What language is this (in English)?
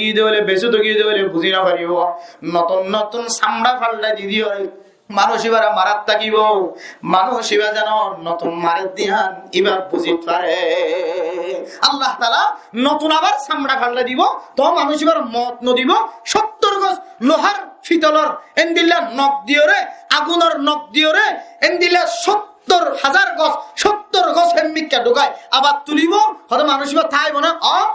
Rohingya